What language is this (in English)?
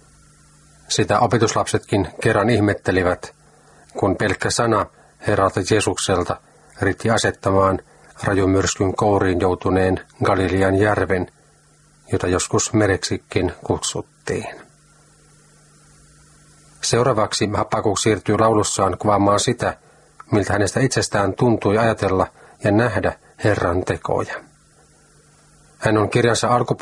Finnish